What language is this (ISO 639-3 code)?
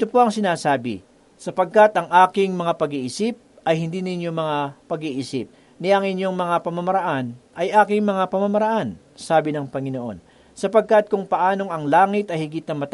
fil